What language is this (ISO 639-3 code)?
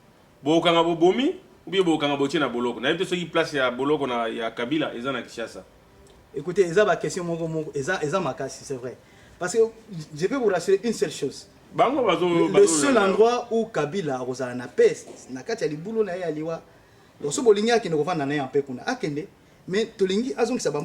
lin